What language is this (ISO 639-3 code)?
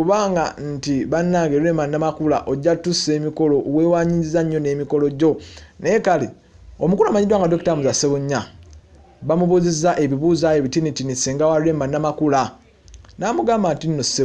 lug